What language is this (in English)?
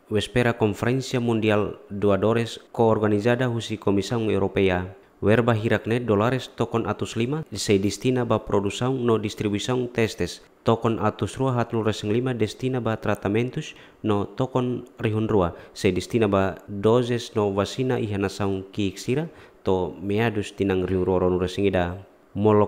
Tetum